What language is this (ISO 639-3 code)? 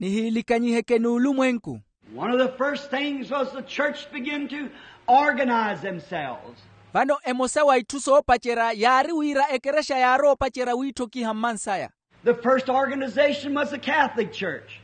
vmw